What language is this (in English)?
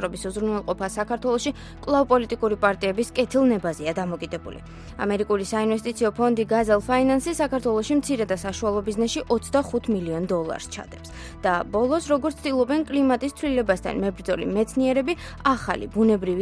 Georgian